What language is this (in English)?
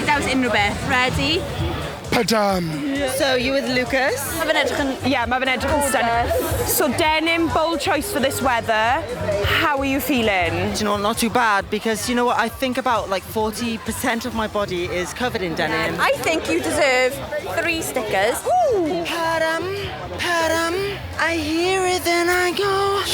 Welsh